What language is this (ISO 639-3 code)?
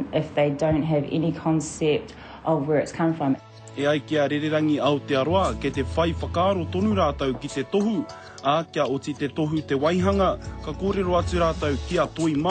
mri